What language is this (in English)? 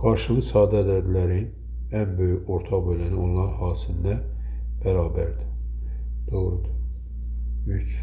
Azerbaijani